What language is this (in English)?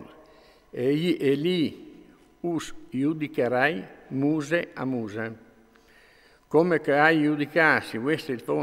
Friulian